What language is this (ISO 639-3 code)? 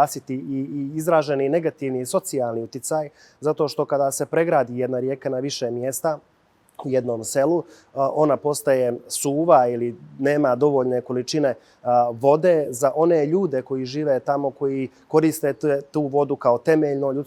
bos